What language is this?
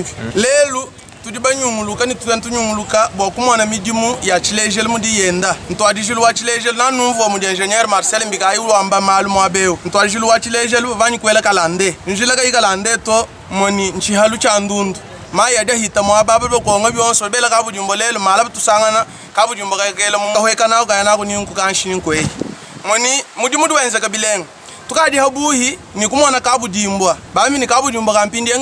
Luba-Lulua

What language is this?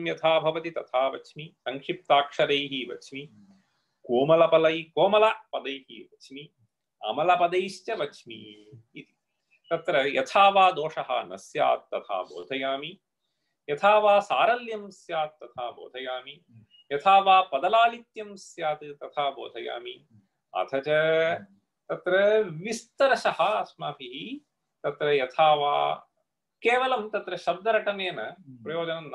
Sanskrit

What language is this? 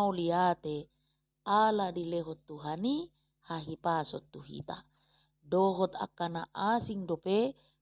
Batak Toba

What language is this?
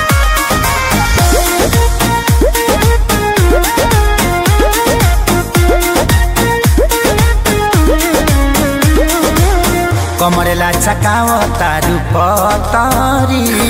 Bhojpuri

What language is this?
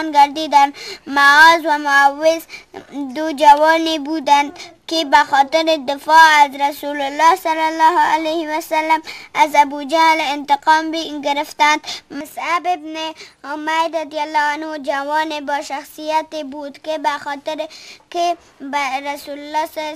Tajik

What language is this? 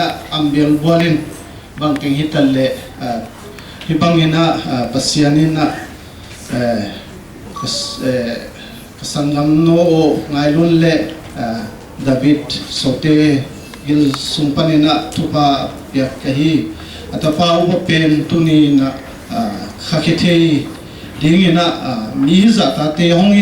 Paite Chin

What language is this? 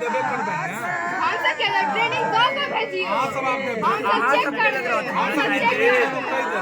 Maithili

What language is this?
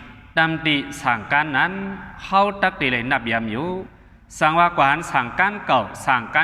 Shan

